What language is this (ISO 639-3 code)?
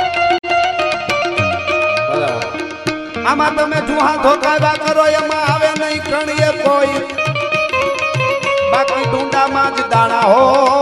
guj